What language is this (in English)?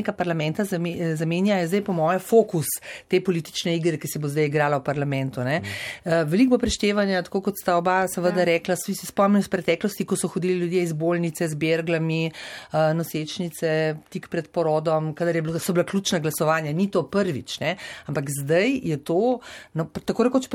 Slovenian